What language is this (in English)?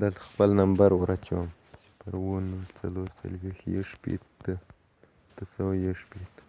Pashto